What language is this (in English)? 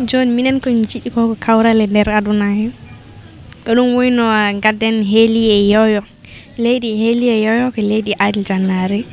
Fula